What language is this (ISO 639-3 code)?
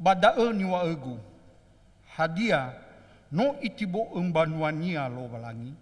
nia